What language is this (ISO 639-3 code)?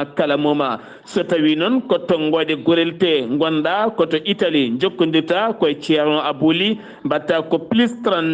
ful